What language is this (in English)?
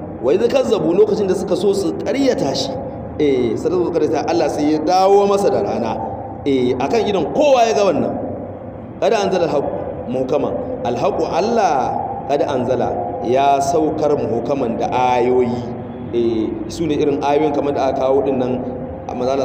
Hausa